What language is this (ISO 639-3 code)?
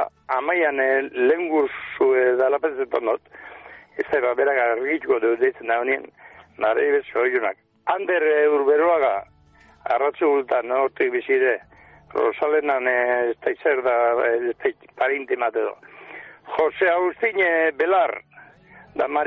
eus